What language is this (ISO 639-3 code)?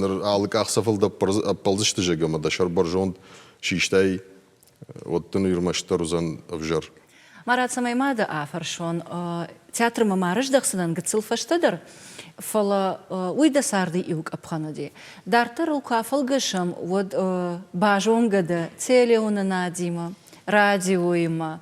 oss